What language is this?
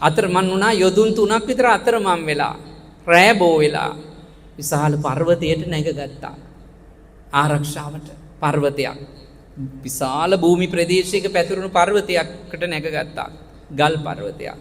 Sinhala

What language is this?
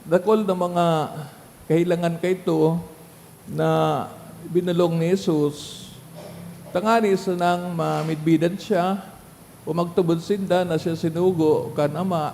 Bikol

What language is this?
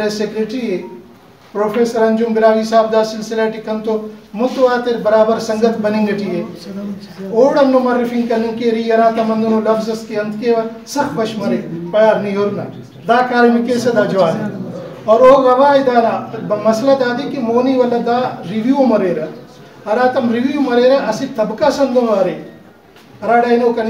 Brahui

